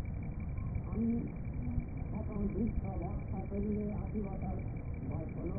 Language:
Bangla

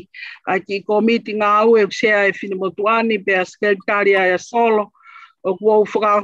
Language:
Tongan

